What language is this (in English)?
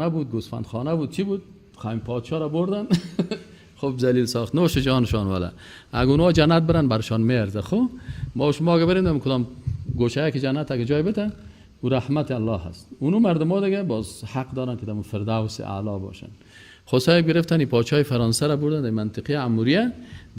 Persian